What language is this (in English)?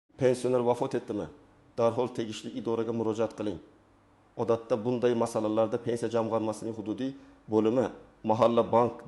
Uzbek